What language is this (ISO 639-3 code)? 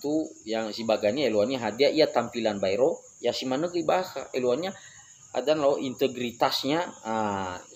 nia